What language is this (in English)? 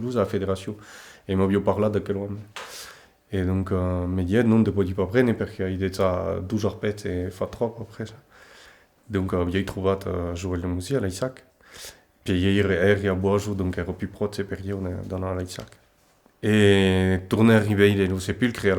Occitan